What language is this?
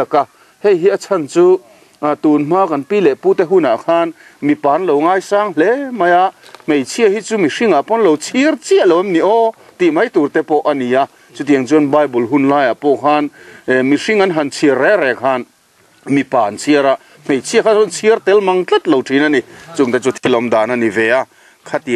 Mizo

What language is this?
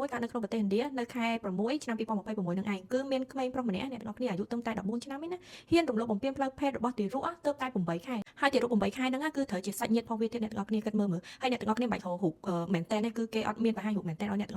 Khmer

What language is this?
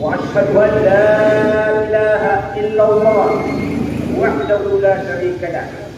Maranao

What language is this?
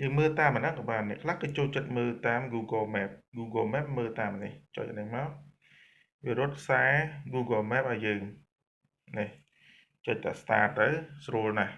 Khmer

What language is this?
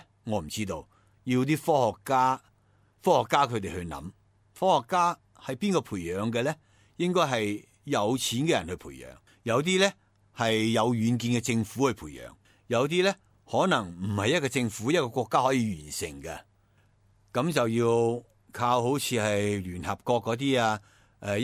Cantonese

